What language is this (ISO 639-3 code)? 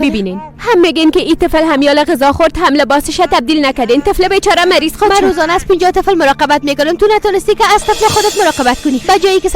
fas